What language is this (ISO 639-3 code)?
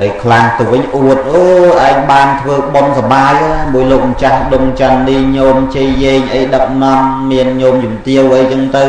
khm